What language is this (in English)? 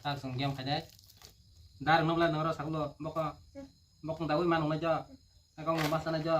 Kok Borok